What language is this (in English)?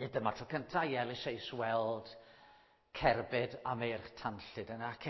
Welsh